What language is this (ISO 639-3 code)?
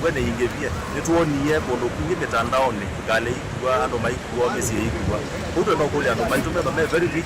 kam